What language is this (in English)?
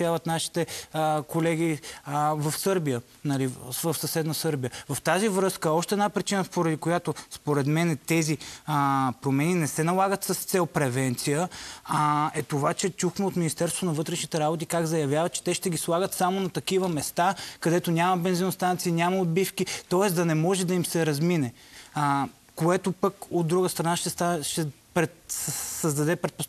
Bulgarian